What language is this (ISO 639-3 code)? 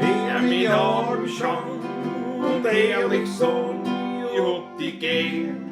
bar